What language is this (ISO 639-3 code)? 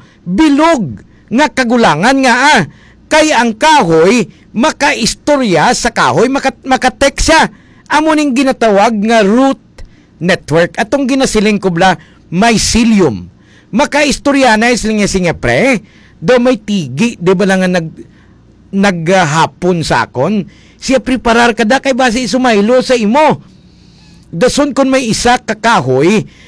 hil